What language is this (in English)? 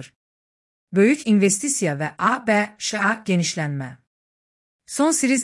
Azerbaijani